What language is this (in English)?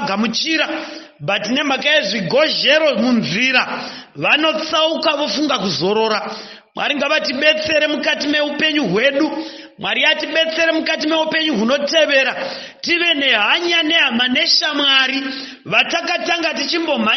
Shona